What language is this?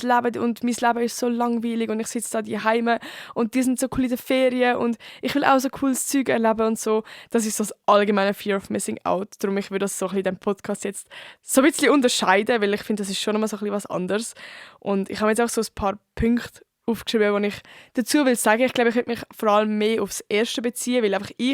Swiss German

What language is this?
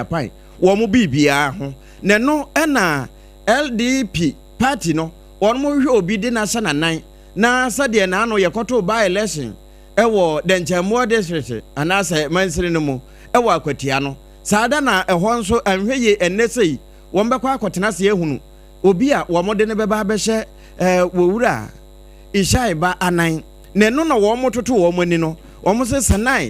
Akan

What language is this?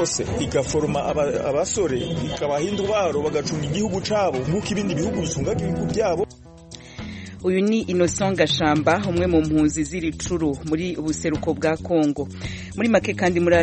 Kinyarwanda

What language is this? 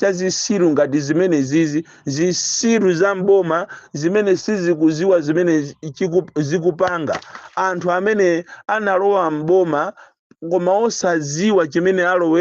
Nyanja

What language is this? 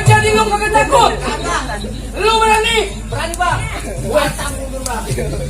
Betawi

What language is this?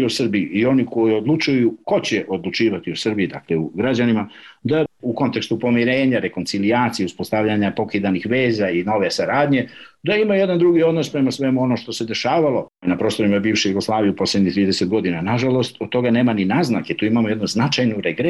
Serbian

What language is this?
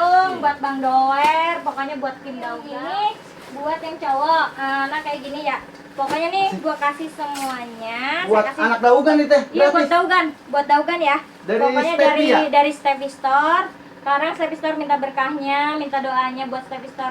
Betawi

